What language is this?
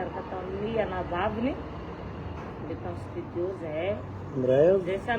Malagasy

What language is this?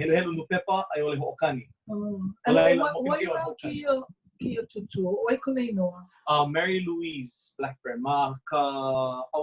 Hawaiian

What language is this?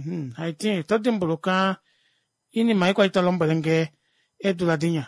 Kuanyama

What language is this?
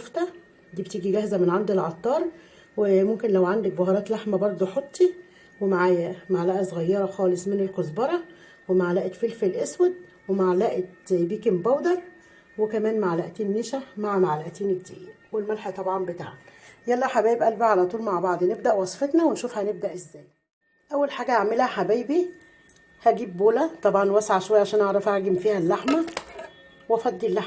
Egyptian Arabic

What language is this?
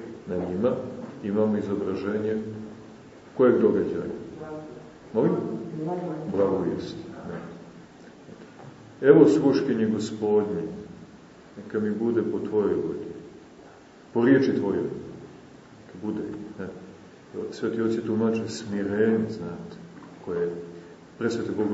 Serbian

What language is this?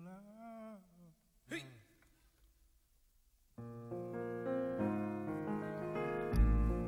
Basque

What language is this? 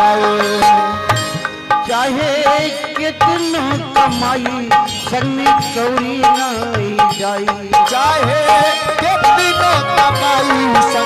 Bhojpuri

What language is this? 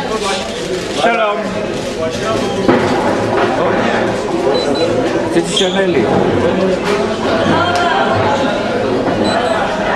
English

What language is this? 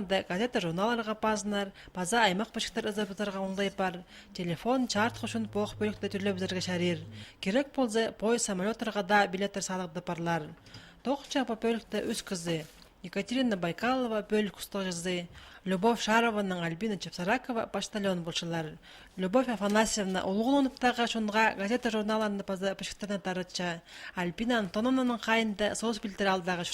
Khakas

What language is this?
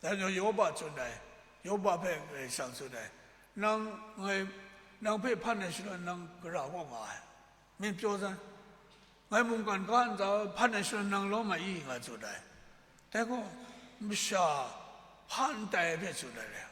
Kachin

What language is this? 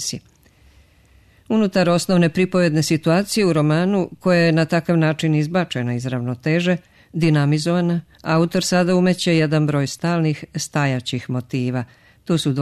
Serbian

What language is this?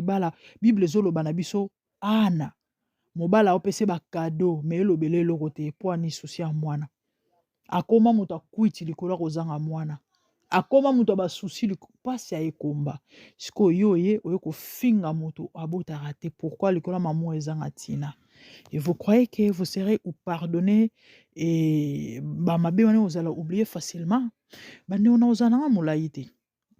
Lingala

